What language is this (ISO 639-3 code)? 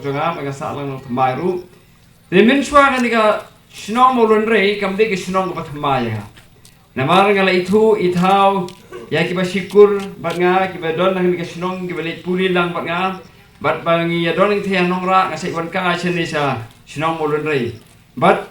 kha